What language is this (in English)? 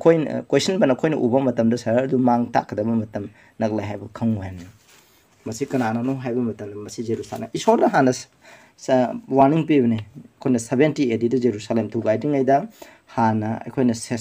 Manipuri